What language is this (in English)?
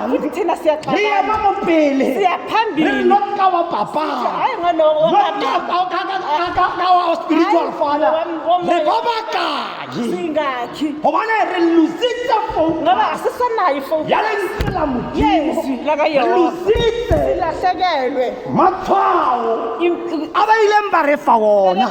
Tswana